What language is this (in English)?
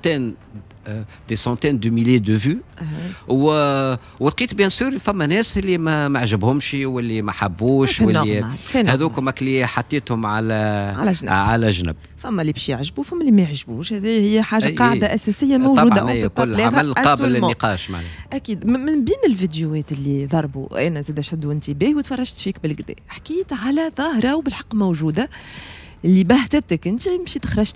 Tunisian Arabic